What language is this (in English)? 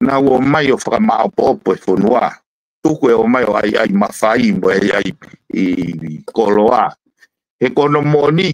Tongan